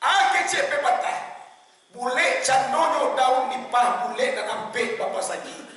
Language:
Minangkabau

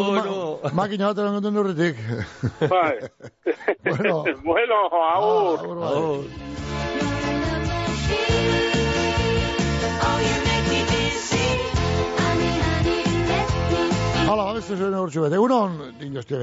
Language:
Basque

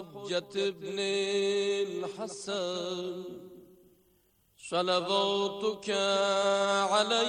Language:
Arabic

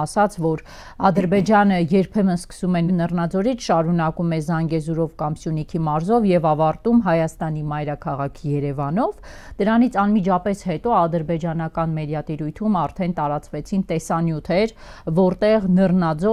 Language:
Armenian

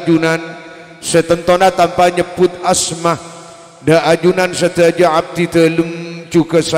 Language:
Madurese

